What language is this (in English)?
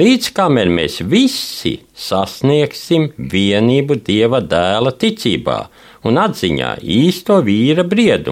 Latvian